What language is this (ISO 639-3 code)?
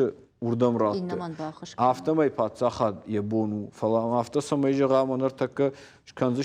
oss